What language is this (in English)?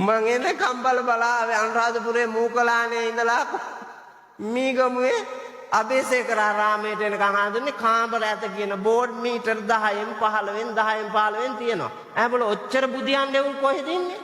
Sinhala